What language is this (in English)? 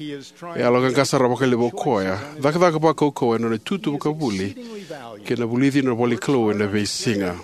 Fijian